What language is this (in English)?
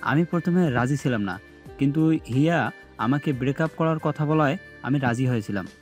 Bangla